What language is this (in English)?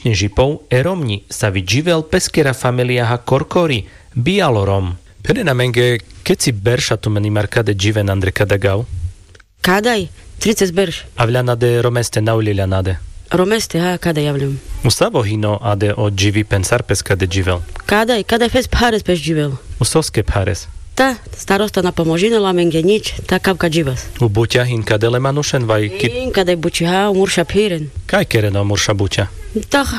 Carpathian Romani